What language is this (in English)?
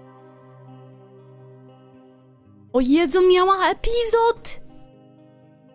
Polish